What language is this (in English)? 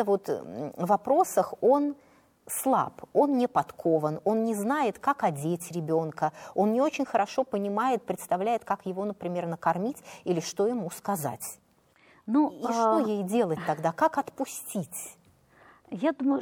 Russian